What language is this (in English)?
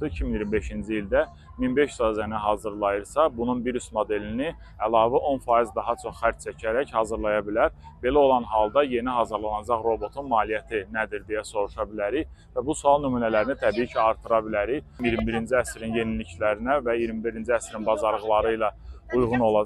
Azerbaijani